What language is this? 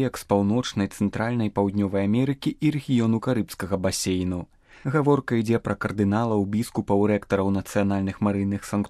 Belarusian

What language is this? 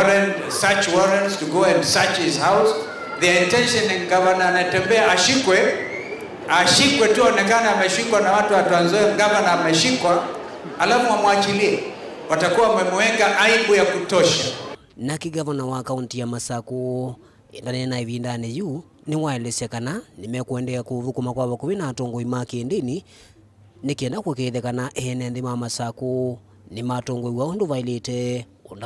Kamba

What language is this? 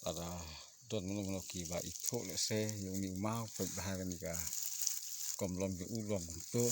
Khasi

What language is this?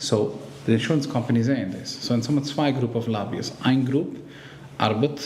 Yiddish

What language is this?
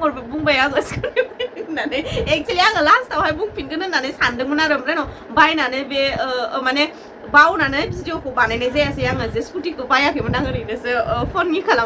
Bodo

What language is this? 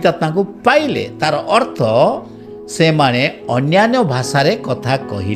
Odia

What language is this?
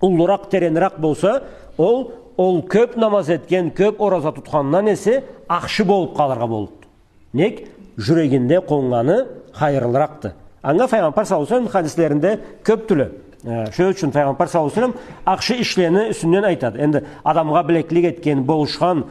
Karachay-Balkar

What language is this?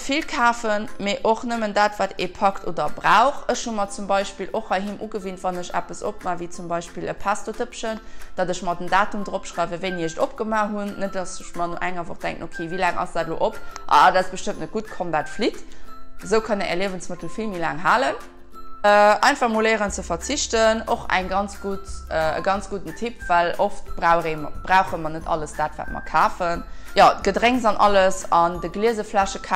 Luxembourgish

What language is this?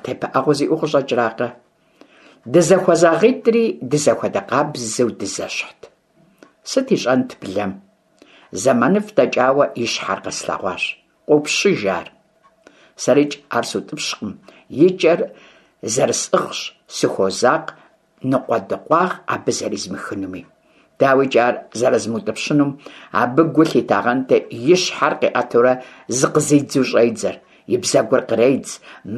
Kabardian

